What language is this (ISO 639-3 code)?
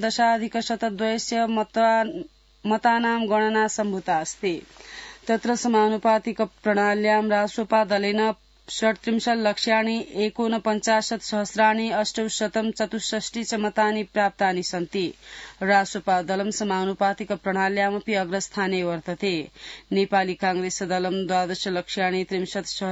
san